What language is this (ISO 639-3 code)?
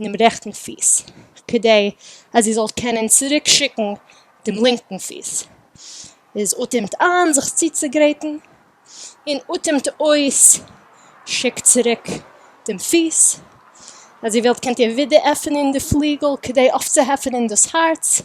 yid